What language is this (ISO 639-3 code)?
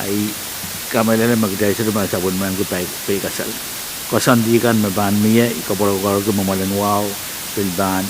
pon